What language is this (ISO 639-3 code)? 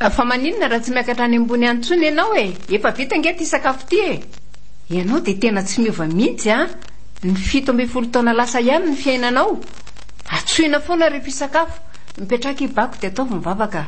mlg